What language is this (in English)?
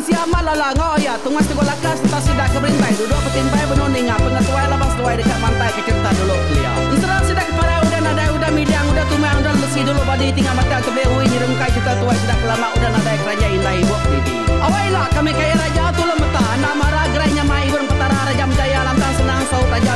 Iban